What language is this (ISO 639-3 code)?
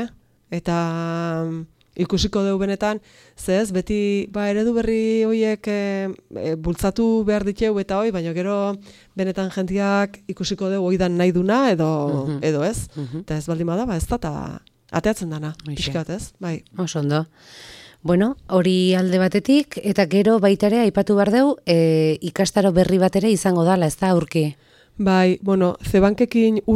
eus